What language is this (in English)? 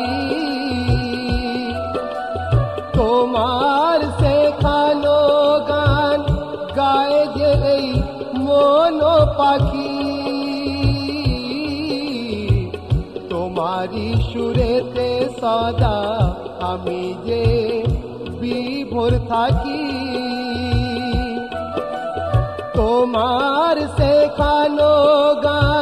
Bangla